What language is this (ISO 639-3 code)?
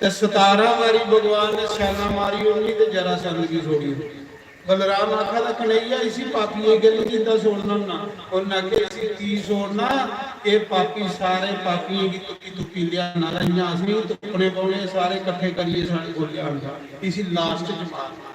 doi